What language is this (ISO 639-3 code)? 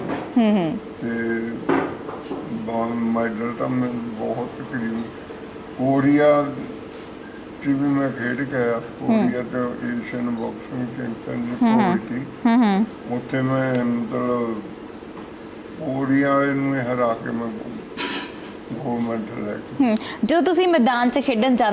pan